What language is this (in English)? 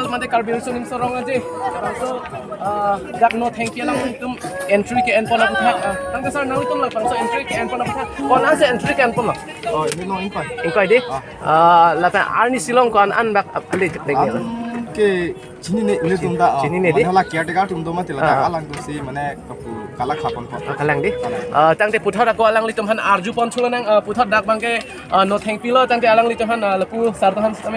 Karbi